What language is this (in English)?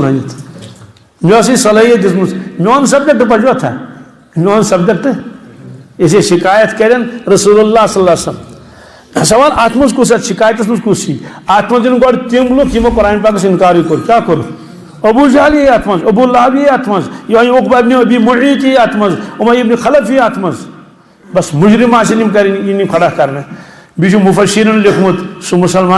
Kashmiri